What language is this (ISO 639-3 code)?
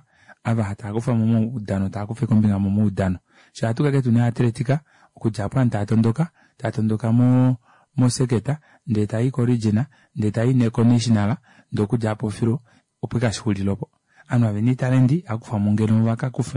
kua